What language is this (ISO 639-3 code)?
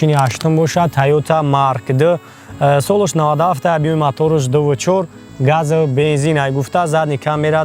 tgk